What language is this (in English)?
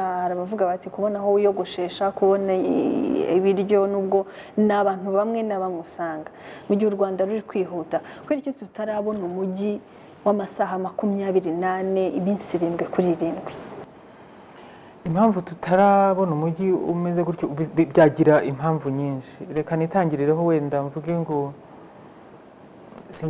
Kinyarwanda